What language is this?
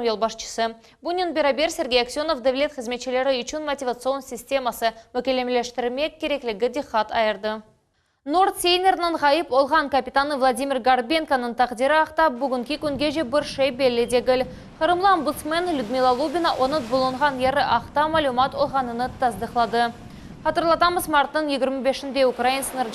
Crimean Tatar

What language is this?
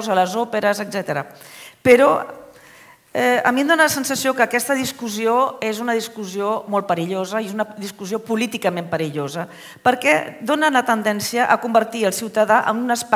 Catalan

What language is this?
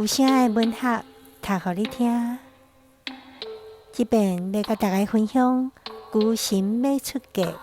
Min Nan Chinese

